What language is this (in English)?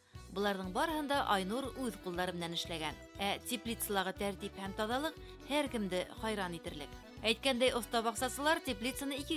Bashkir